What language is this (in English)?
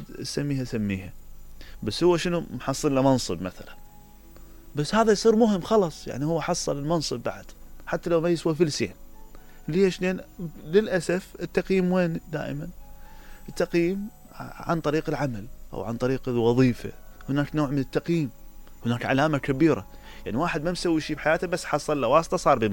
Mesopotamian Arabic